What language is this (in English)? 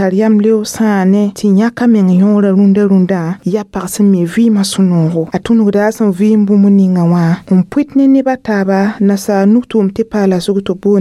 Mossi